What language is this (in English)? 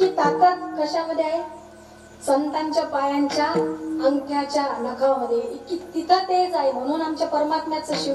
Marathi